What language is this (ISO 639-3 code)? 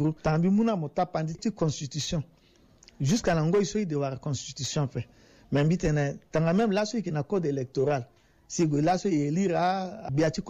sag